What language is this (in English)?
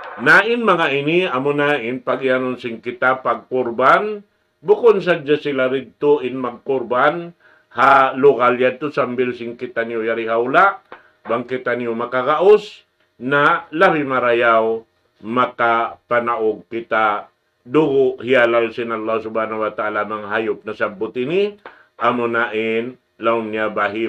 Tausug